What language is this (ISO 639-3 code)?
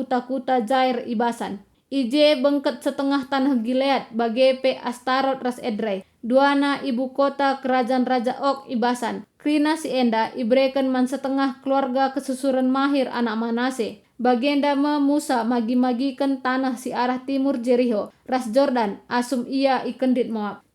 btx